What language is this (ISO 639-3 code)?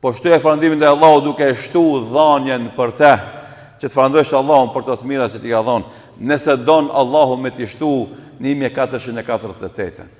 sqi